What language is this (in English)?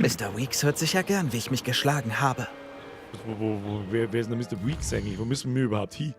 Bavarian